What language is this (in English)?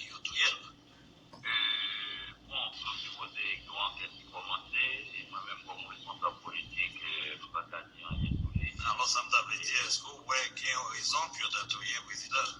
Haitian Creole